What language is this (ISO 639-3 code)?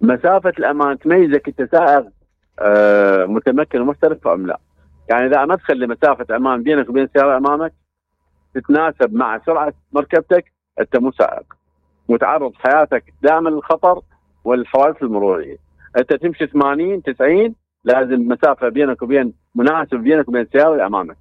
acm